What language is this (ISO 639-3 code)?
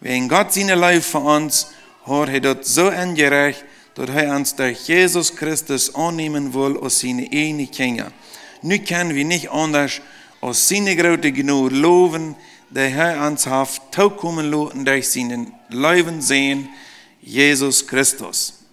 pdt